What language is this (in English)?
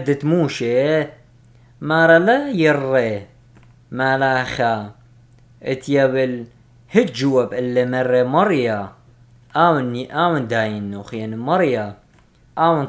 Assyrian Neo-Aramaic